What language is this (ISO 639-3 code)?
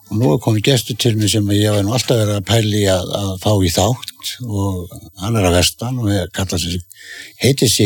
isl